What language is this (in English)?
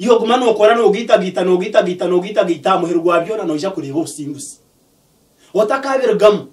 Nyankole